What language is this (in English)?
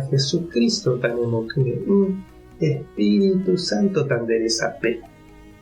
Guarani